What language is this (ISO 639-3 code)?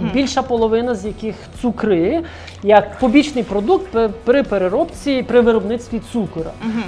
ukr